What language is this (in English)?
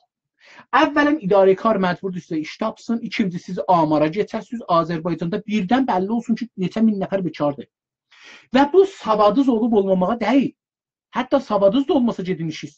South Azerbaijani